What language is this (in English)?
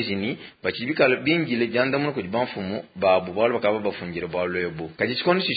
Luba-Lulua